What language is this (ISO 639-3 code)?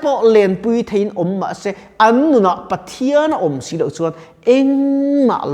lus